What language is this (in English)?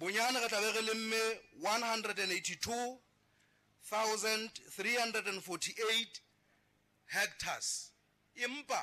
Southern Sotho